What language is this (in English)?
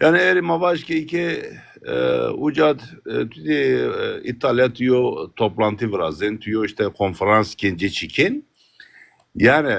Zaza